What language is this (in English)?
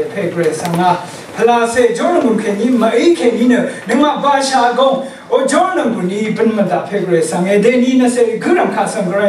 Rawang